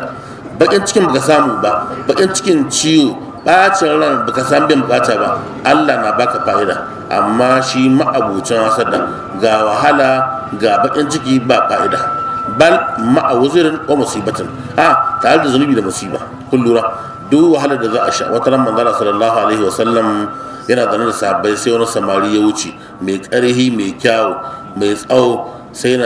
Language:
Hausa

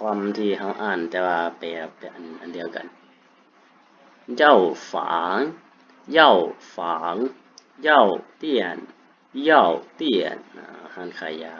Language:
Lao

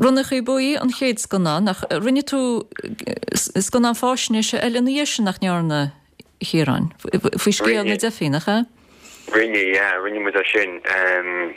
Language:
Irish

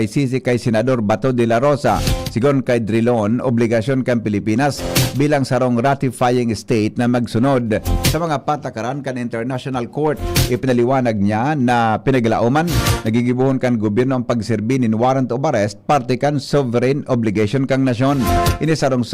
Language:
Bikol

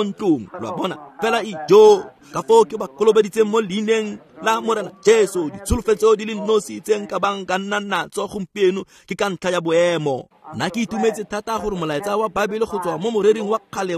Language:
Tswana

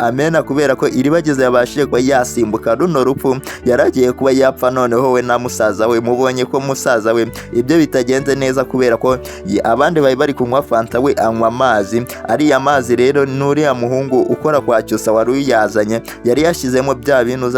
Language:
Kinyarwanda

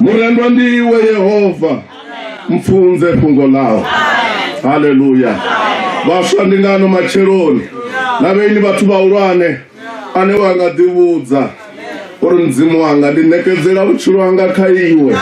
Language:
Venda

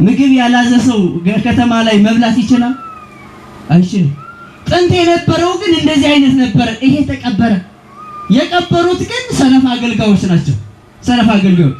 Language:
Amharic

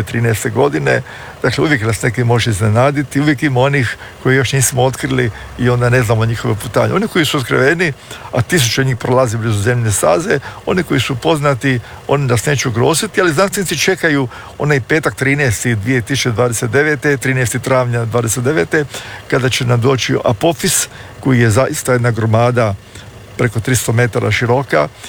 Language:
Croatian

